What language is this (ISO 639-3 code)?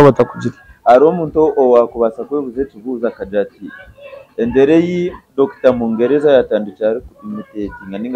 nyn